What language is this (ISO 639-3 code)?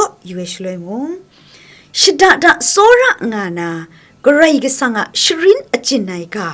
kac